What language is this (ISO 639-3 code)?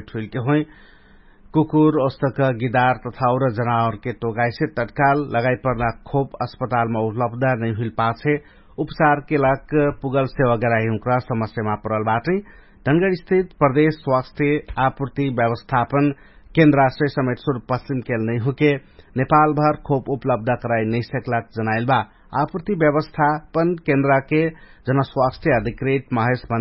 thl